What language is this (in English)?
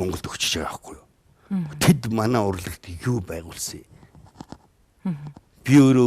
Mongolian